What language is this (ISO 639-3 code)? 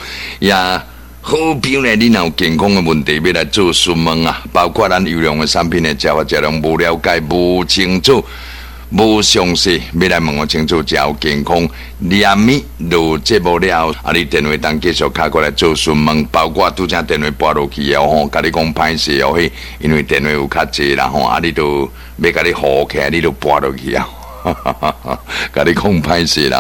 nan